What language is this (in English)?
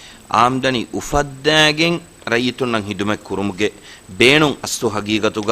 Divehi